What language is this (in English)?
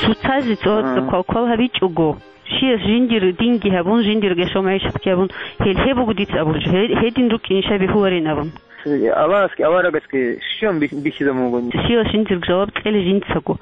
Avaric